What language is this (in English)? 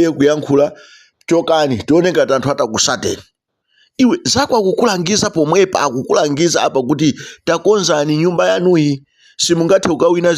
Nyanja